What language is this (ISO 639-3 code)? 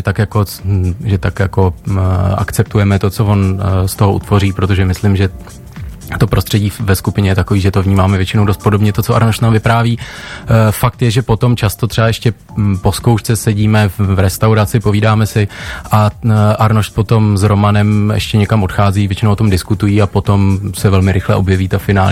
ces